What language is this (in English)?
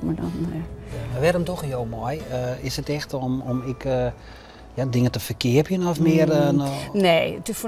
Western Frisian